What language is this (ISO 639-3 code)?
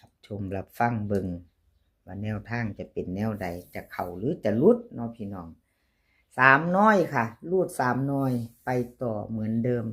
tts